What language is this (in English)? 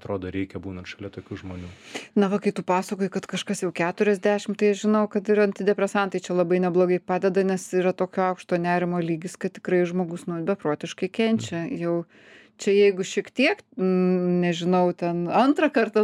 Lithuanian